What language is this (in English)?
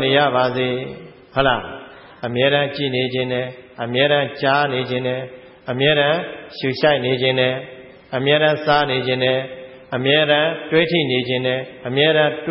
Burmese